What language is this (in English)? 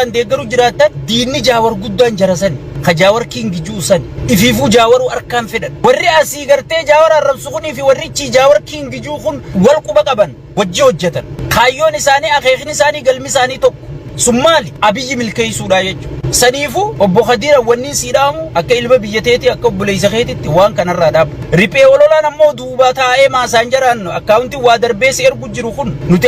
Oromo